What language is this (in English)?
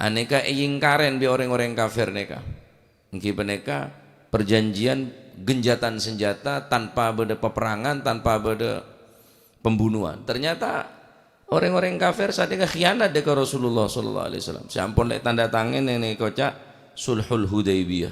Madurese